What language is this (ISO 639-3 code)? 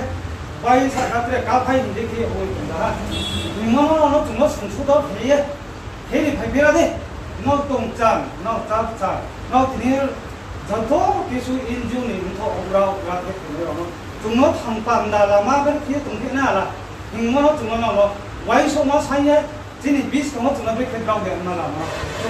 ria